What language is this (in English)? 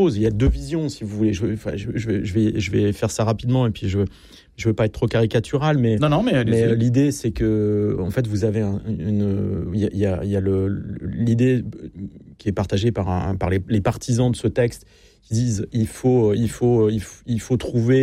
French